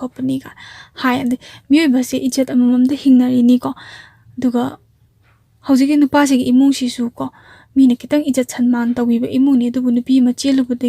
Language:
Manipuri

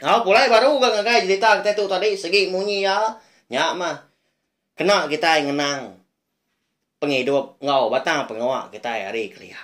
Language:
Iban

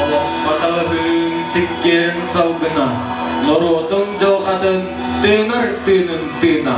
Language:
Yakut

